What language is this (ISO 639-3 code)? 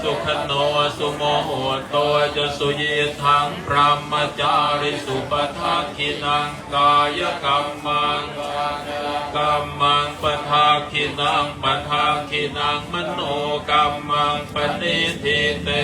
pli